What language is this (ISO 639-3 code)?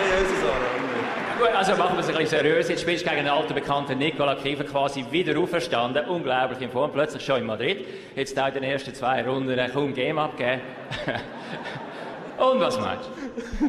gsw